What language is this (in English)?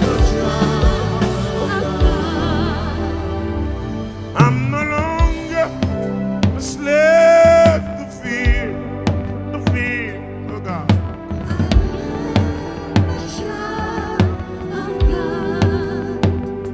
French